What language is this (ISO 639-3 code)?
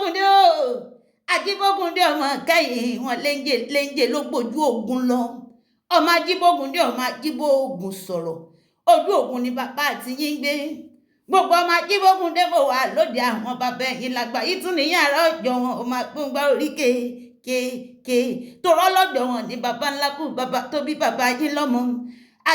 yor